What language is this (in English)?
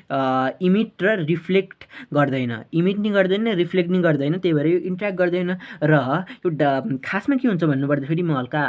Nepali